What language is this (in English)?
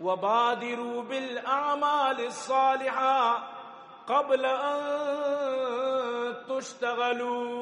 Eastern Balochi